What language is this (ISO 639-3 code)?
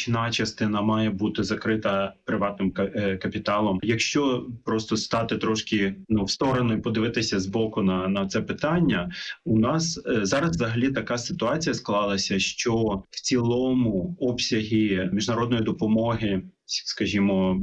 ukr